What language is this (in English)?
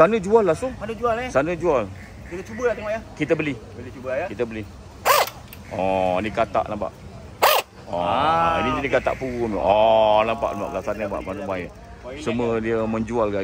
Malay